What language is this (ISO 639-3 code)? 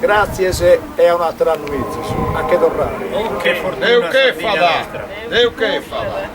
srd